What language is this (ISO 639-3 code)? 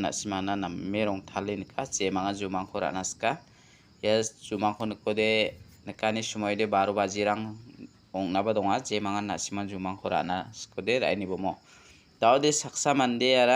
grt